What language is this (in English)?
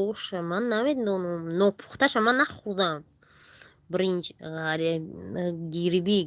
Tajik